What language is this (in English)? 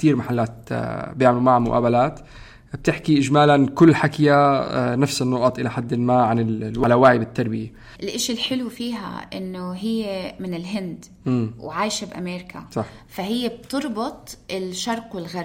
North Levantine Arabic